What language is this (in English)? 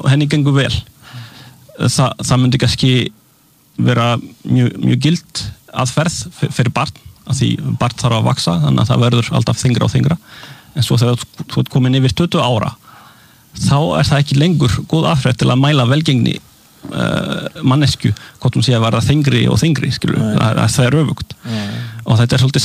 Icelandic